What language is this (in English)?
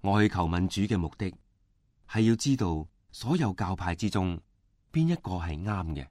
Cantonese